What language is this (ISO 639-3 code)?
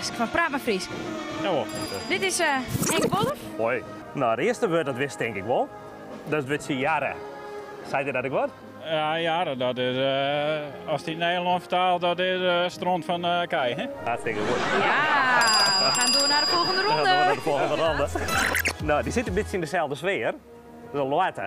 fry